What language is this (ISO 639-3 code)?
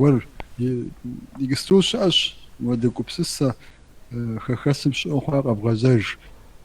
kbd